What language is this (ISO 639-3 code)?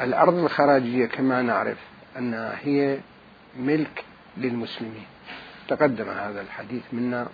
acm